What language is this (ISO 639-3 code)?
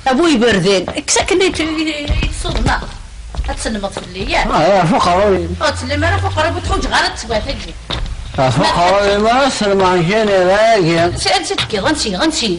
kab